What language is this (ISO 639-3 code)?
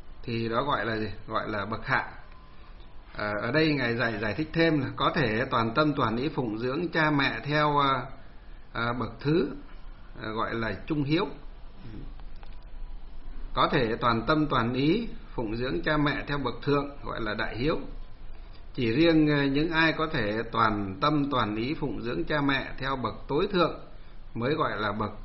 vie